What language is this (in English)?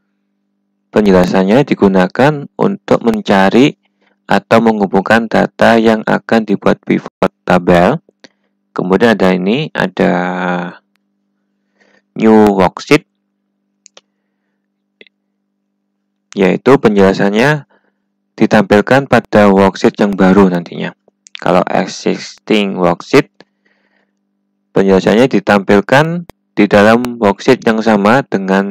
Indonesian